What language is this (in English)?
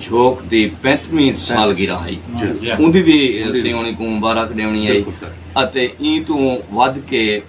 Saraiki